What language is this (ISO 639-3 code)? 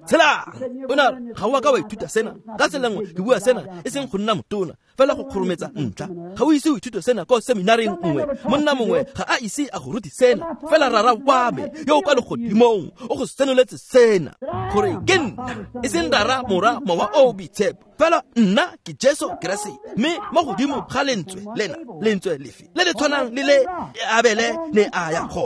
tsn